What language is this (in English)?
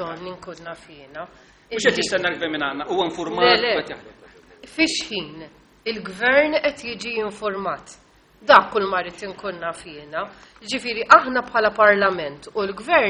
Maltese